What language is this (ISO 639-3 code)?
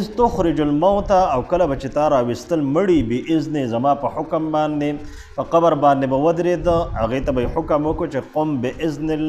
pus